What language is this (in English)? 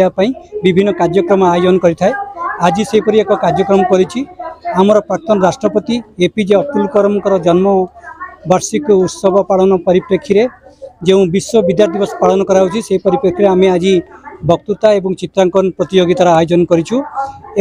Odia